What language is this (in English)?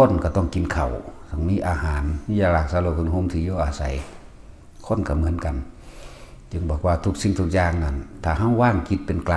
Northeastern Thai